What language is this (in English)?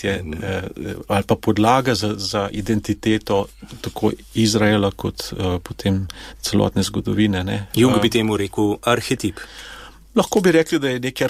Slovenian